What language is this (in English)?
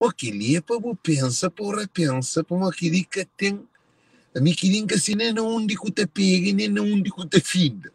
Kabuverdianu